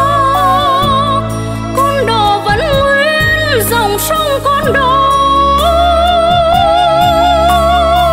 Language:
Vietnamese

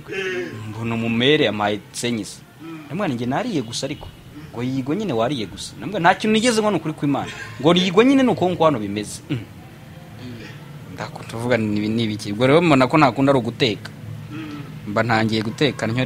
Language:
Kinyarwanda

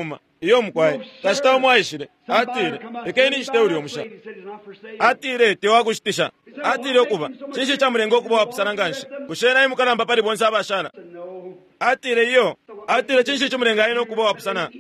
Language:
Bemba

